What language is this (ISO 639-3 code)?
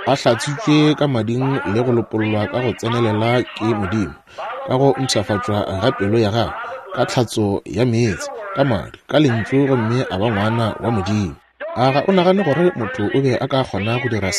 nso